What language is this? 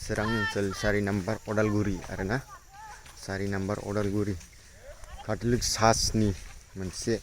Bodo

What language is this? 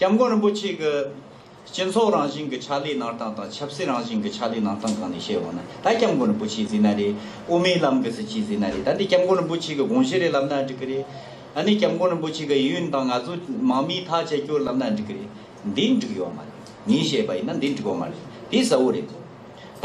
Tibetan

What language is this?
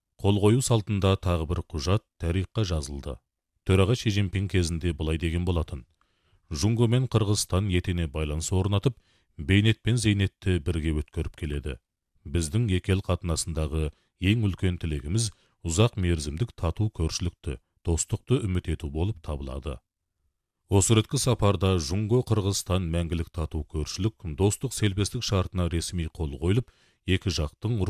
Kazakh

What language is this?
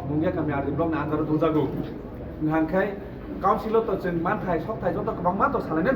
Kok Borok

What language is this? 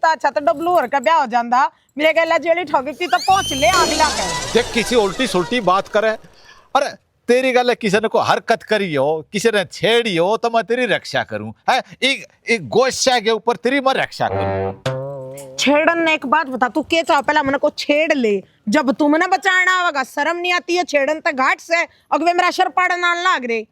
Haryanvi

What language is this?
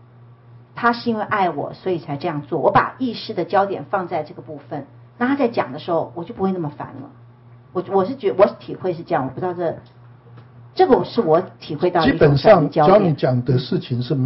Chinese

